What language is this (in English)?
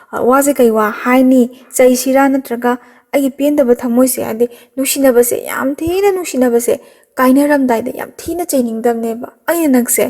Manipuri